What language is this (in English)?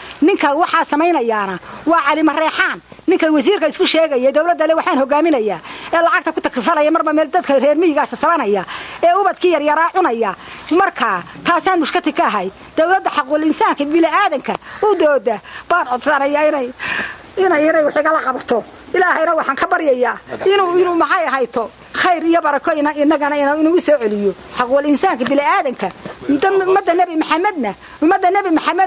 Somali